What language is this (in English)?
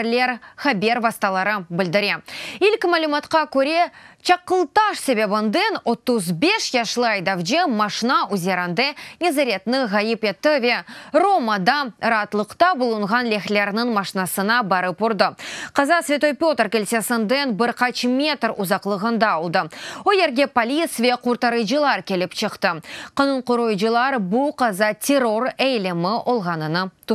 Crimean Tatar